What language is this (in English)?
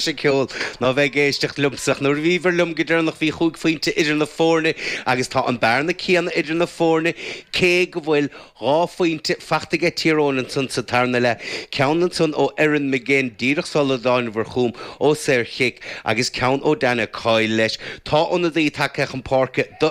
Irish